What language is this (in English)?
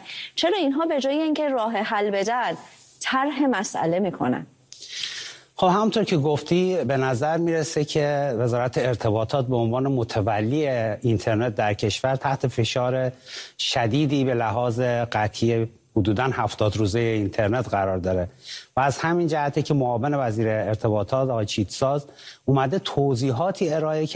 Persian